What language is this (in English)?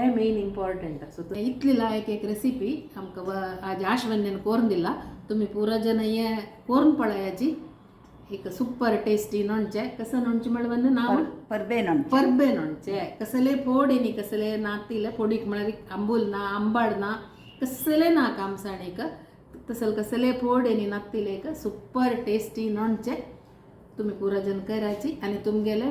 Konkani